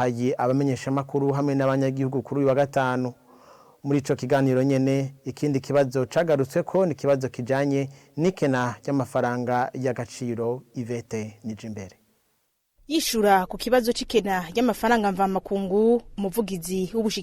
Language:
Rundi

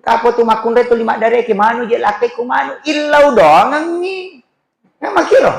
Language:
Buginese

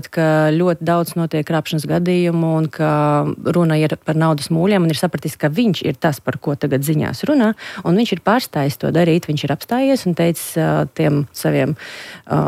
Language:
Latvian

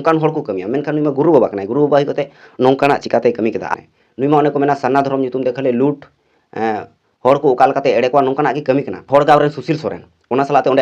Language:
Santali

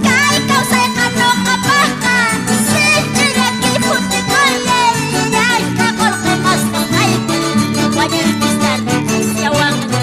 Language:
Quechua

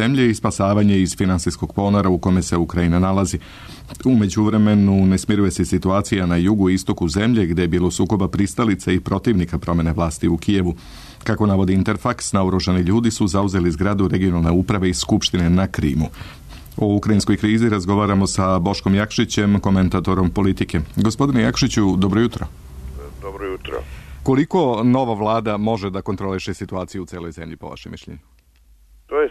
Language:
Serbian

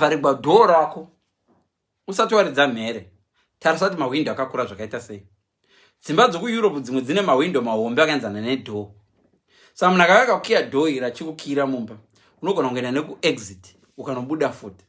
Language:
Shona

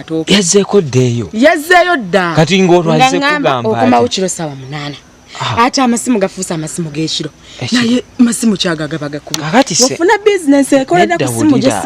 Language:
Ganda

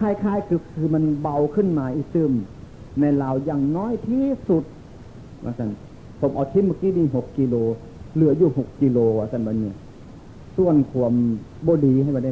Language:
Northeastern Thai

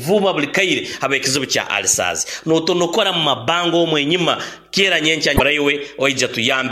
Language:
Nyoro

